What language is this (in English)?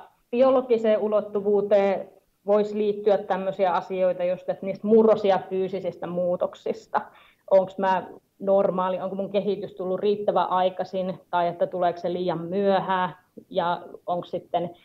Finnish